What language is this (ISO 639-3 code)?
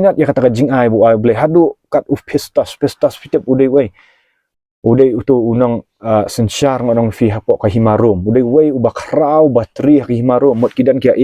kha